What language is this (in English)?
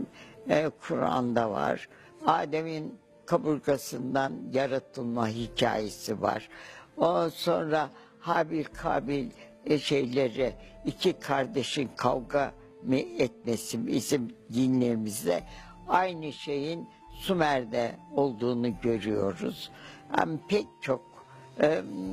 Turkish